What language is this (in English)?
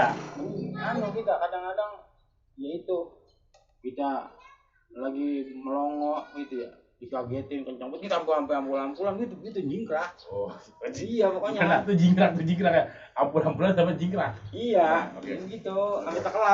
Betawi